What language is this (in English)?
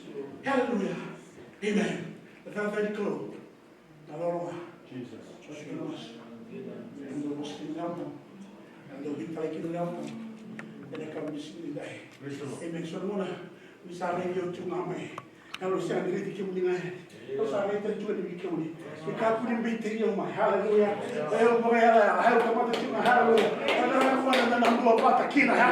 Fijian